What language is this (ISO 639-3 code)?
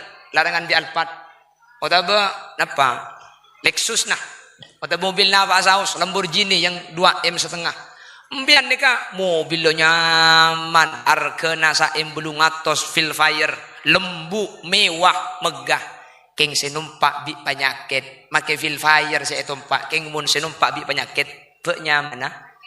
mad